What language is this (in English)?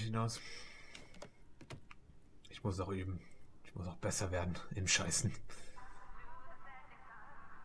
German